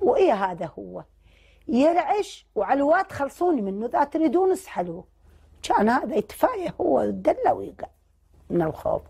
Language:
Mesopotamian Arabic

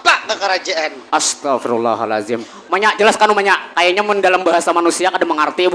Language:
Banjar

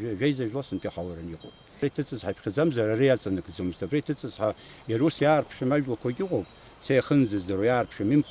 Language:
Abkhazian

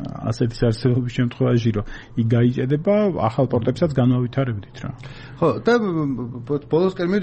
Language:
Georgian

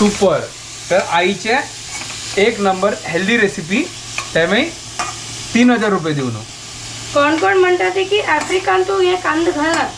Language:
Konkani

